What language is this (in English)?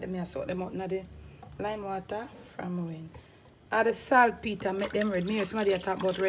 Jamaican Creole English